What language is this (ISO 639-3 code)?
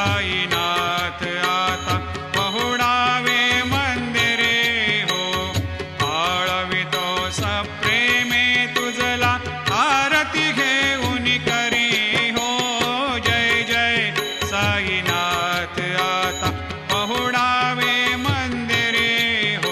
mar